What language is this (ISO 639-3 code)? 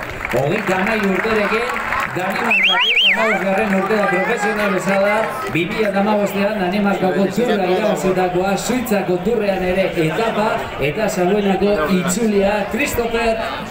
eus